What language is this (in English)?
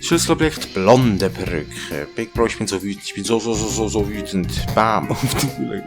Swiss German